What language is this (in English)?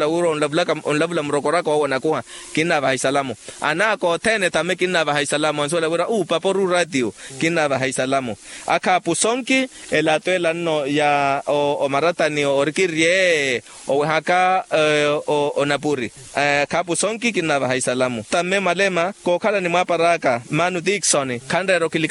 Makhuwa